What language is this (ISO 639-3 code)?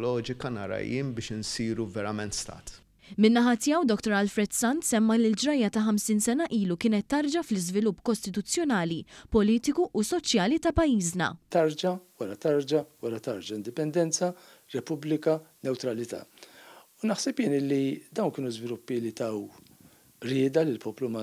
mlt